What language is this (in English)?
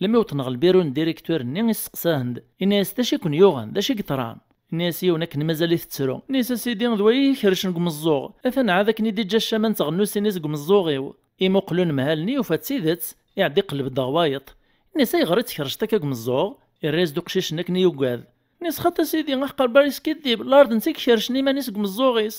Kabyle